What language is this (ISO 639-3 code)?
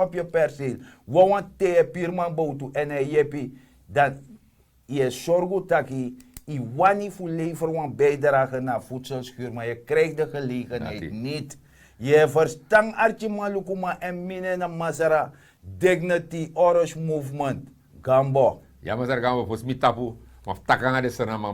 srn